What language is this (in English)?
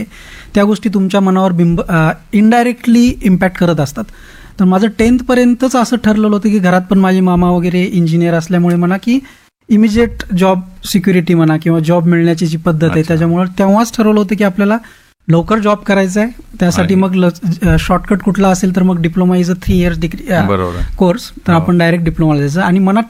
Marathi